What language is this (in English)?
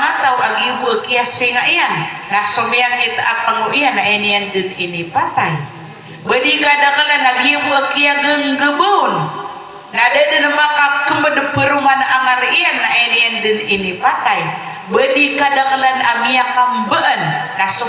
Maranao